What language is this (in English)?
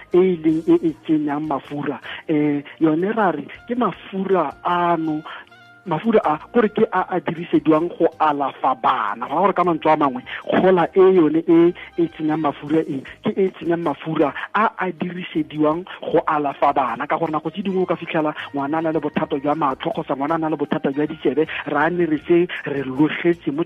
Tswana